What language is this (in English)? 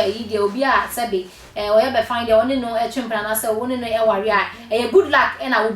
Akan